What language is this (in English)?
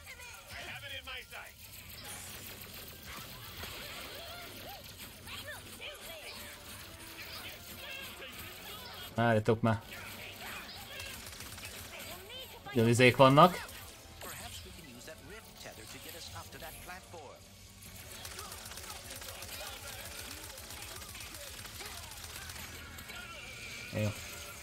Hungarian